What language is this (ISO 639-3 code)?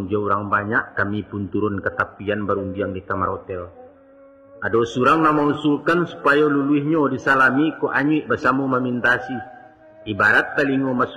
min